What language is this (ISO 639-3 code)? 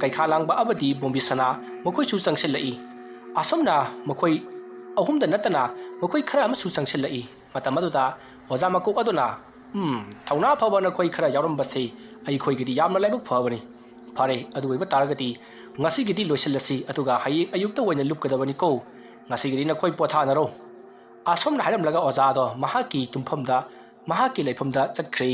mni